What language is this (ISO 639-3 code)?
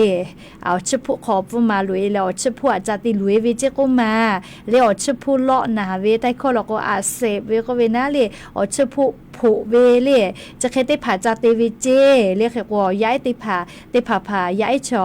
lhu